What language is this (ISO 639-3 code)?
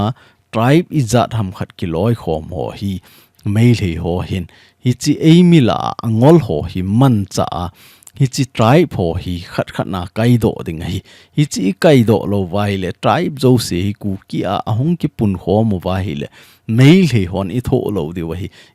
tcz